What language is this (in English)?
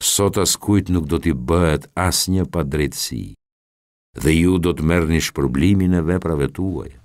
Albanian